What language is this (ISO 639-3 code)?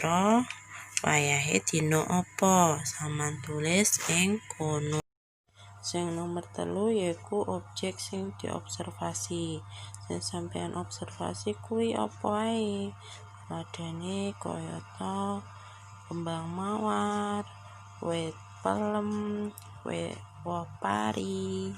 jav